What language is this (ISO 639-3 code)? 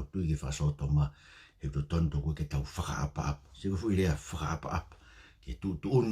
ton